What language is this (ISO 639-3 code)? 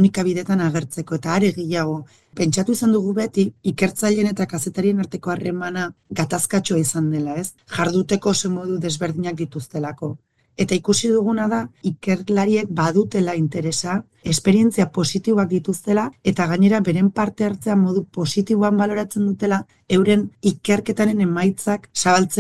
eus